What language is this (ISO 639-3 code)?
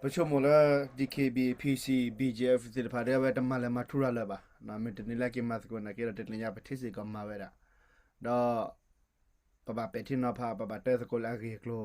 ksw